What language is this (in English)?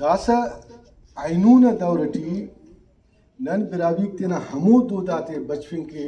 Brahui